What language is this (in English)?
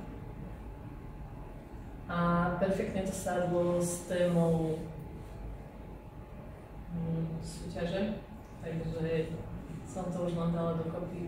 Slovak